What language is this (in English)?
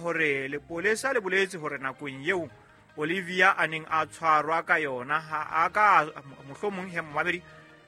Southern Sotho